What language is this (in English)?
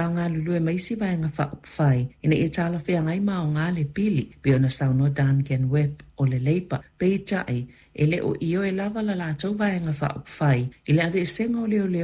Samoan